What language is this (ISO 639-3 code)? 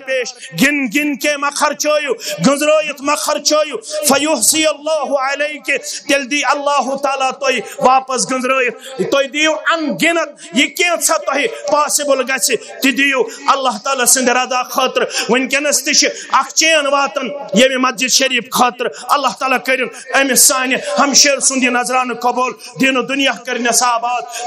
kas